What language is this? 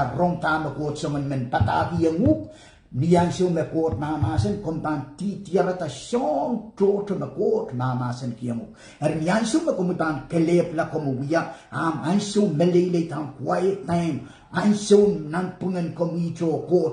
Pohnpeian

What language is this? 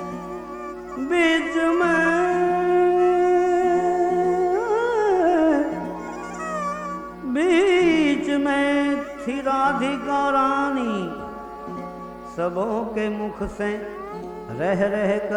Hindi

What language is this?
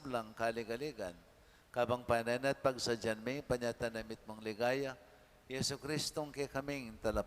Pampanga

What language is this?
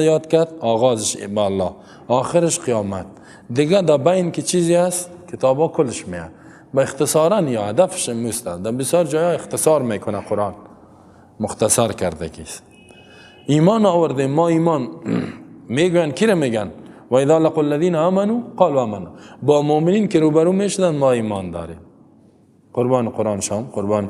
Persian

